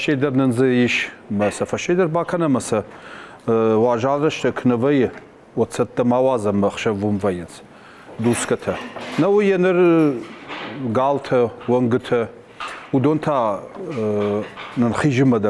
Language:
Ossetic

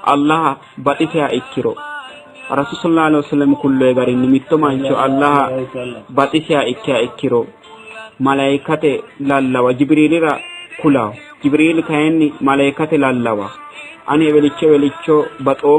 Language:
Sidamo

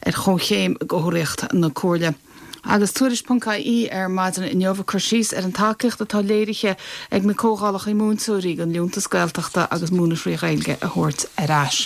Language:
Irish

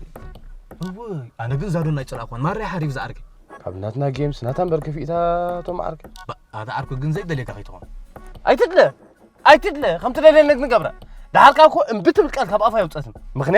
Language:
Tigrinya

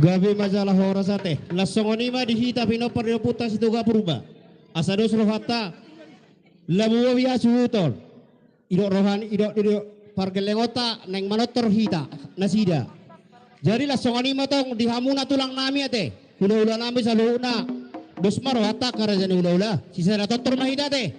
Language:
Batak Toba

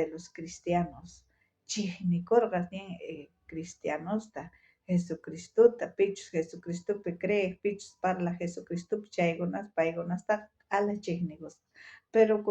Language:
South Bolivian Quechua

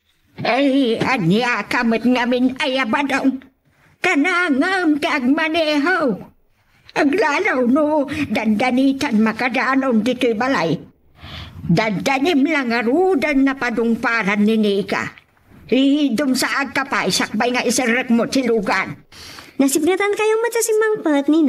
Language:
Iloko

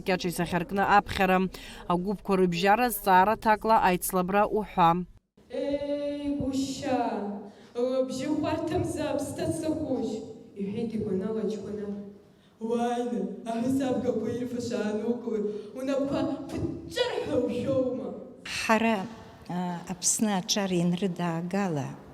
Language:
Abkhazian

